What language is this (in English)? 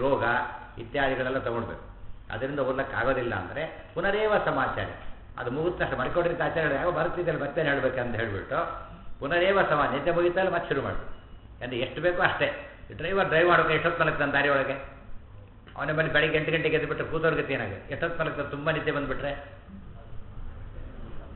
Kannada